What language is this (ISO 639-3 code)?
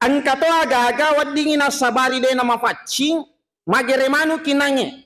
bug